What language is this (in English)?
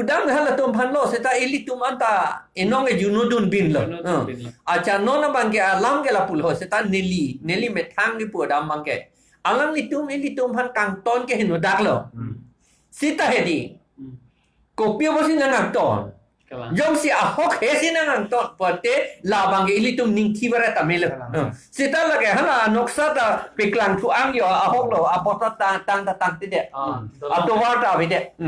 Karbi